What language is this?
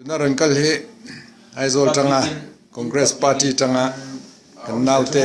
Hakha Chin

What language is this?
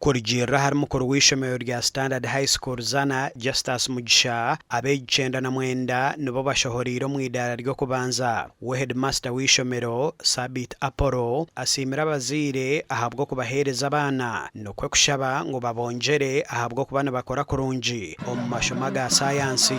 Nyankole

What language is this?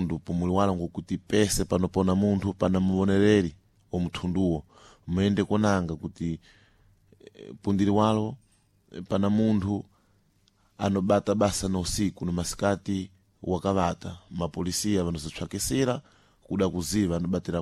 Sena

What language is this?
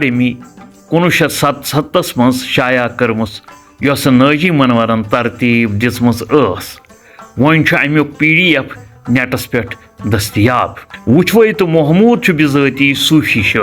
Kashmiri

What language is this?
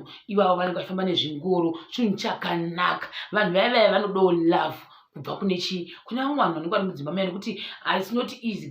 Shona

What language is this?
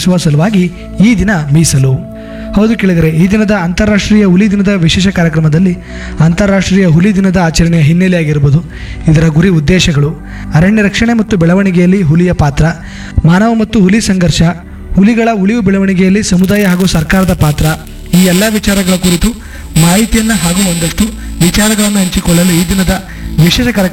Kannada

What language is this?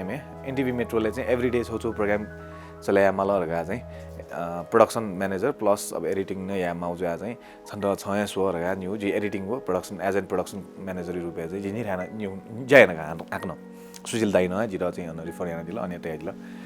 Newari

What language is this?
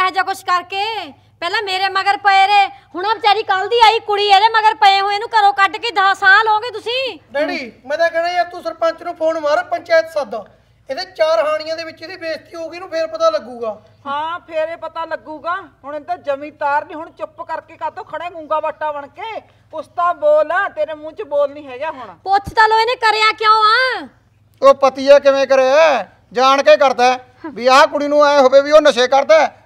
Punjabi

